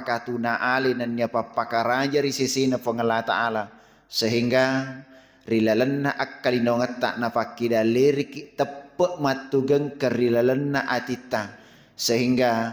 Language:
Buginese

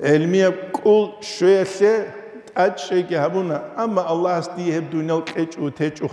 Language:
Avaric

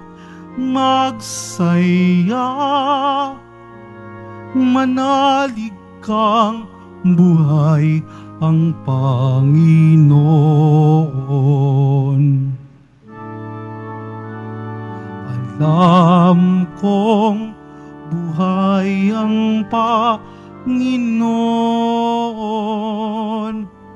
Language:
Filipino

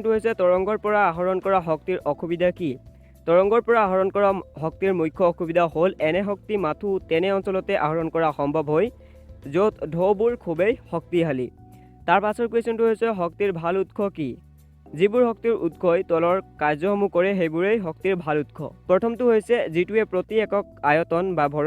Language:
Assamese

